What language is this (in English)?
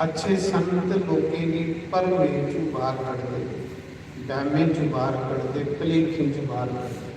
Dogri